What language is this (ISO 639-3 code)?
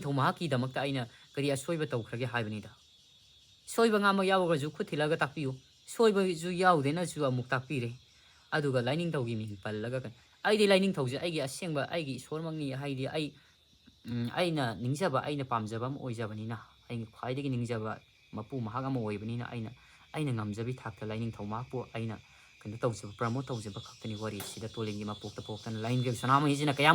mni